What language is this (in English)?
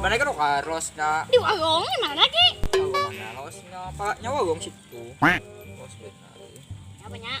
Banjar